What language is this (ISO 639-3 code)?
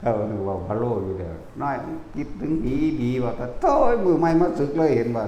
tts